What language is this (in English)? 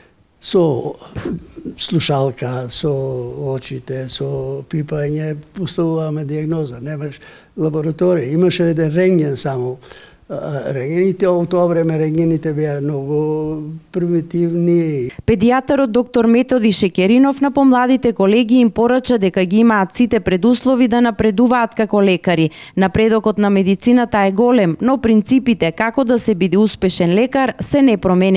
Macedonian